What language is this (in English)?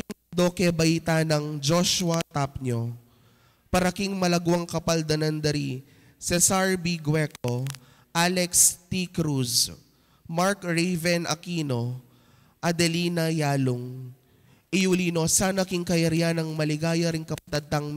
Pampanga